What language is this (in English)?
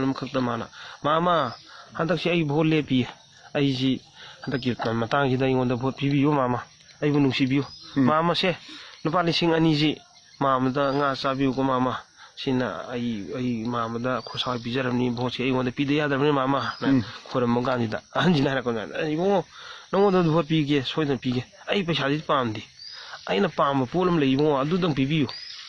Manipuri